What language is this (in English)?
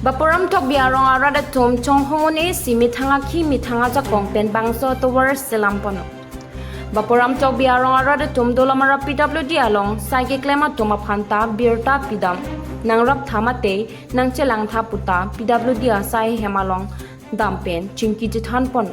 Karbi